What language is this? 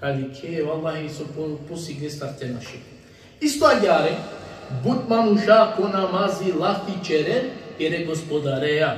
Balkan Romani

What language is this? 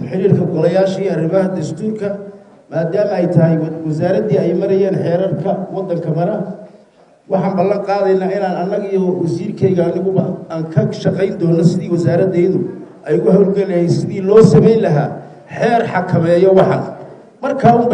Somali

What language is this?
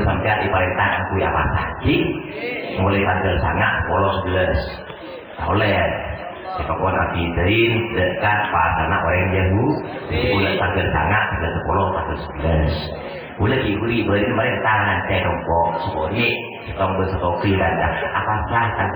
Madurese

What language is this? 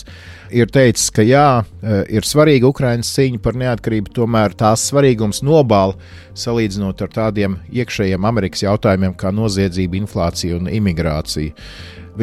Latvian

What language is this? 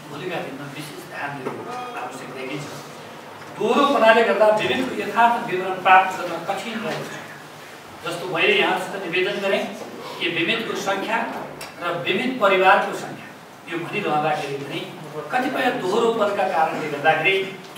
Nepali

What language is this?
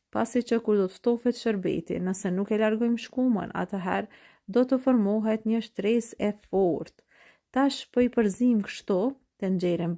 Albanian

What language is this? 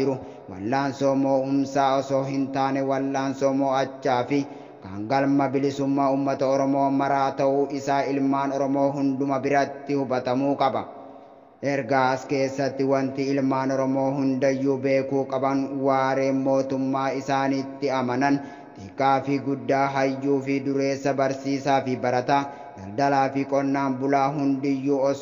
Oromo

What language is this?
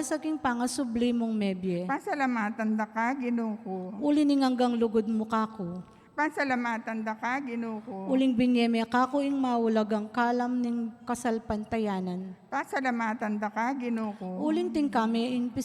Pampanga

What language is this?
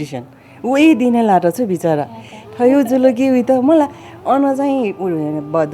Newari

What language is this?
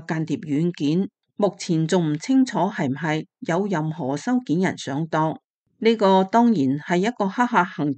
Cantonese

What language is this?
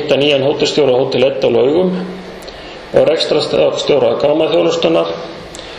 Icelandic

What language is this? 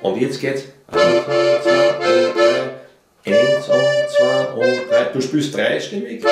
Bavarian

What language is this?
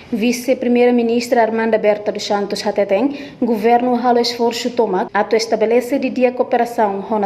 Tetum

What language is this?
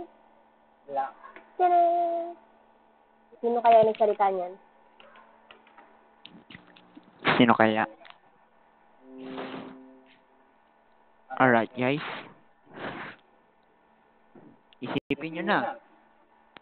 Filipino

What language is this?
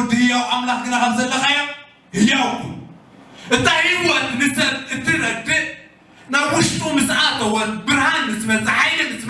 Tigrinya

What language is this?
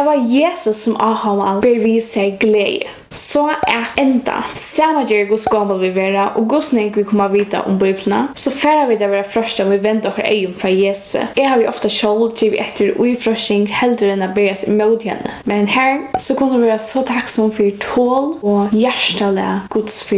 Faroese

